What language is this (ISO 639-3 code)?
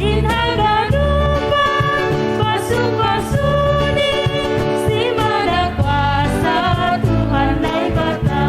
bts